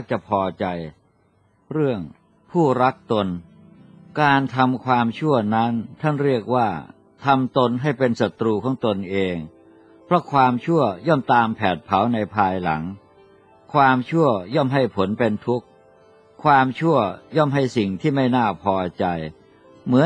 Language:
Thai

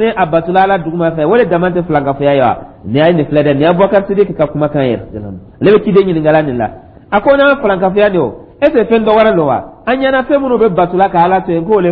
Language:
Dyula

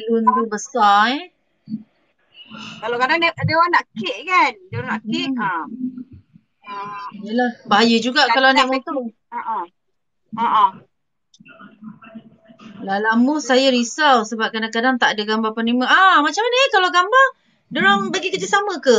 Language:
Malay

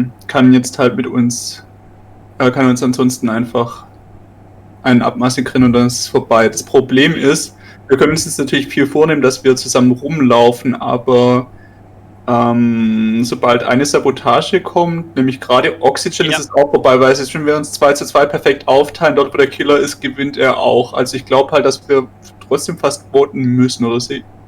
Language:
Swiss German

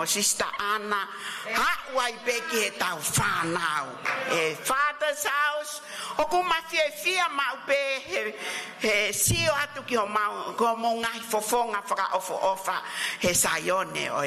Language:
Tongan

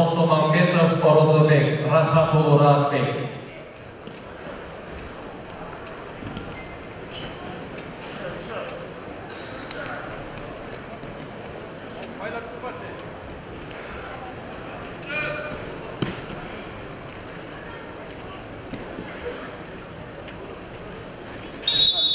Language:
Kazakh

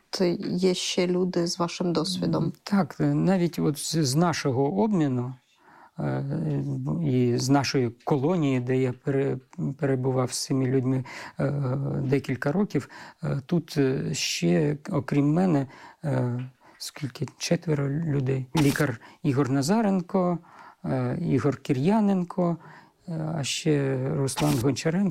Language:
Ukrainian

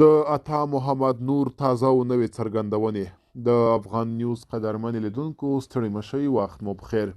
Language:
Pashto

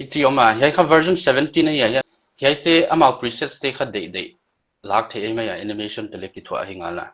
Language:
Paite Chin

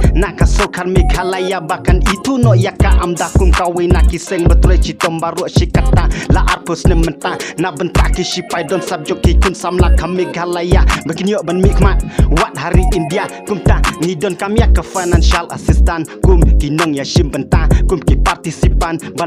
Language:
Khasi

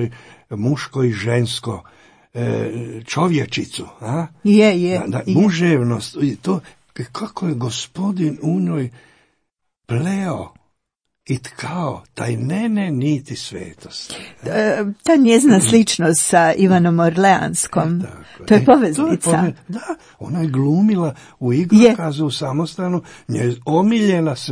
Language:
Croatian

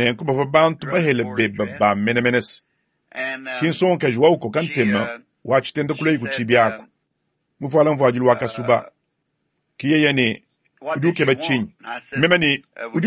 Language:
Luba-Lulua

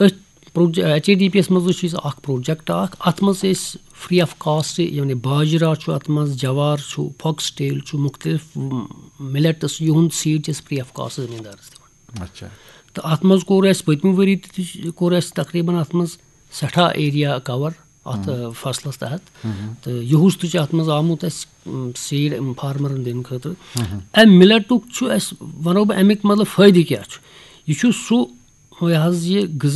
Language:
Kashmiri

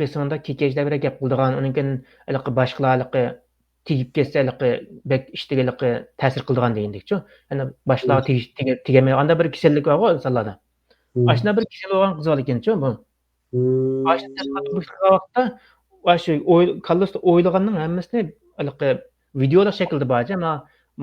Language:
Uyghur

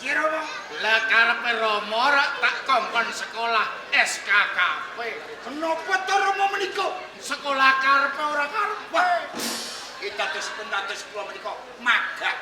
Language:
Javanese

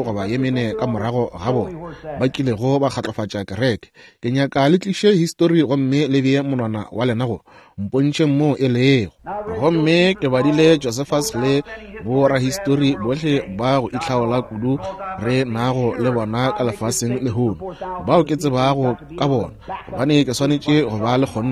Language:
Northern Sotho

